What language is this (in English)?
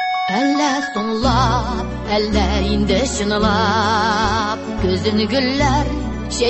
Tatar